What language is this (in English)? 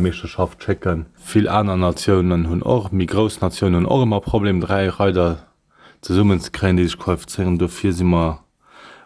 Luxembourgish